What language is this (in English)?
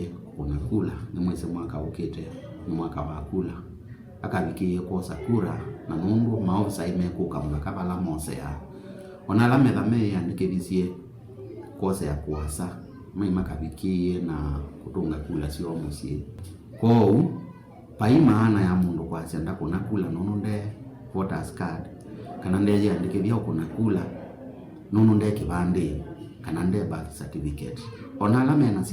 Kamba